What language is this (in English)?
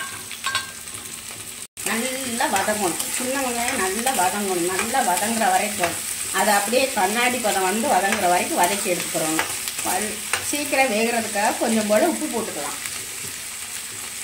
Tamil